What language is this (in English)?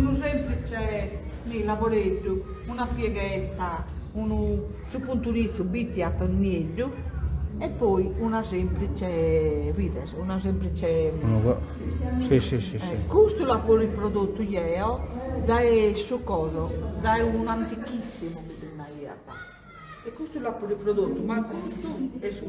Sardinian